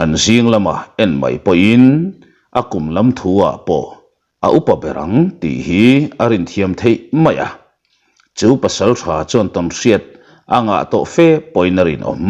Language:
Mizo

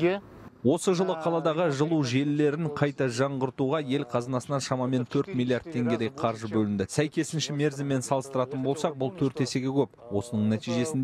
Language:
Kazakh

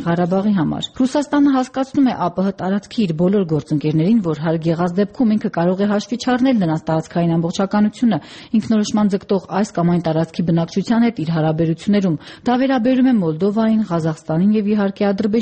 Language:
Armenian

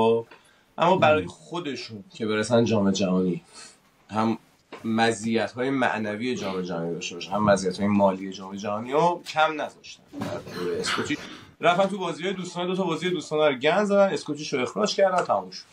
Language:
Persian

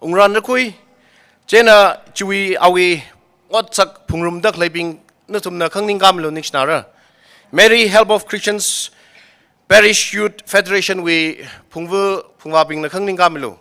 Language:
Tangkhul Naga (India)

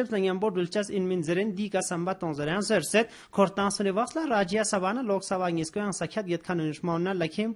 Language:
Pashto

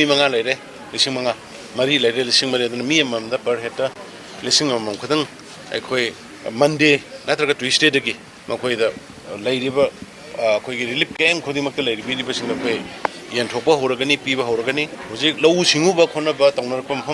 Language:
Manipuri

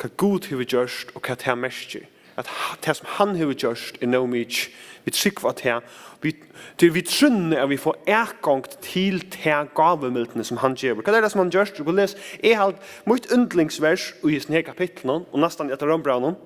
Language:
Faroese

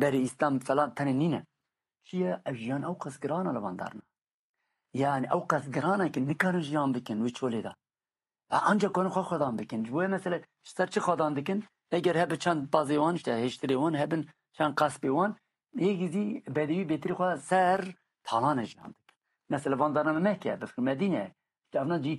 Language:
Kurdish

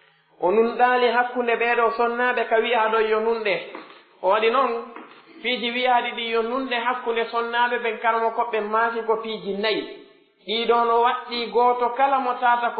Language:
Pular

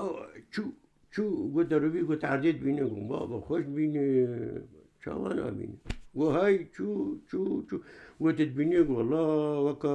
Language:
Kurdish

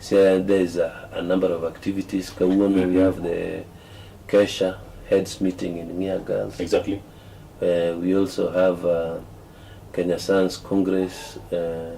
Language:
Luo (Kenya and Tanzania)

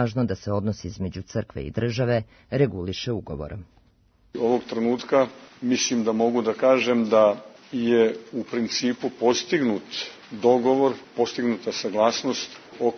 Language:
Serbian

